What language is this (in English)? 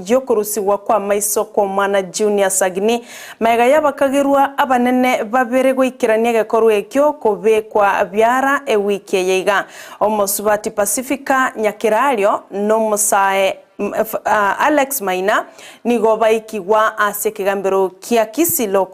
Gusii